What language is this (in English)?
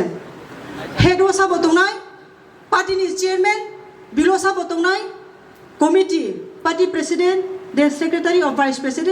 Kok Borok